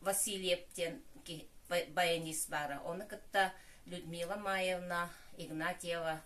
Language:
Yakut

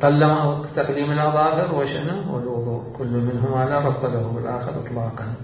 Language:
Mesopotamian Arabic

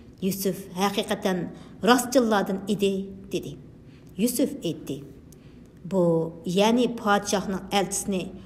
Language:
Uyghur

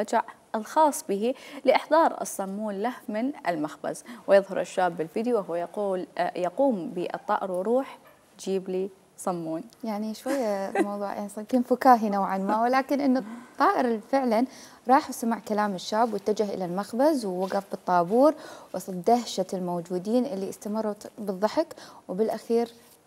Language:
Mesopotamian Arabic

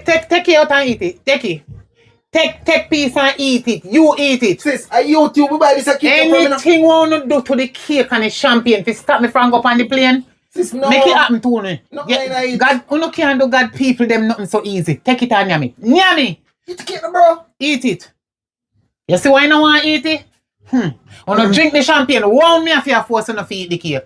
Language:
Jamaican Creole English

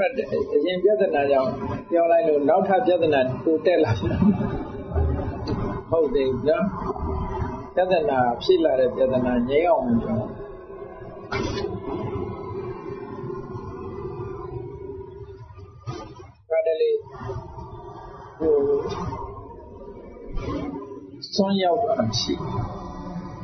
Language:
Burmese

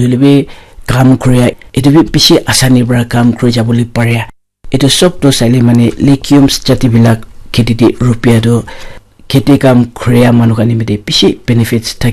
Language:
Naga Pidgin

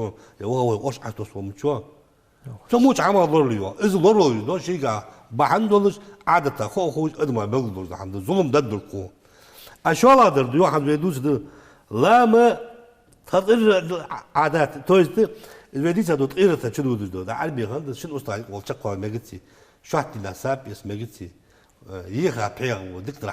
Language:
Ingush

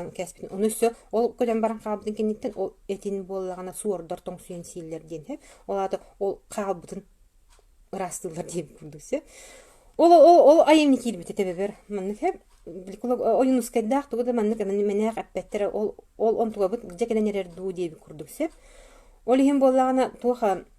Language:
Yakut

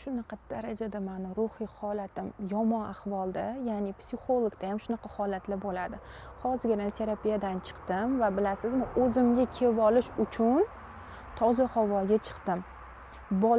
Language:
Uzbek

